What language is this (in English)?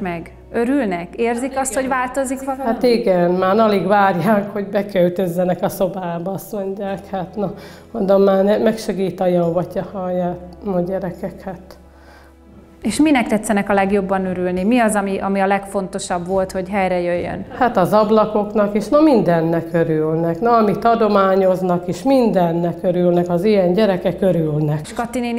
Hungarian